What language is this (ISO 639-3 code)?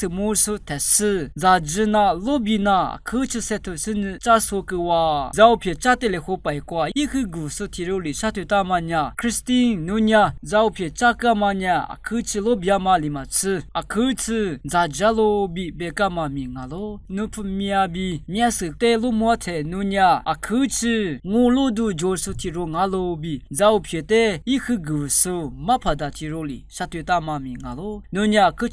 lis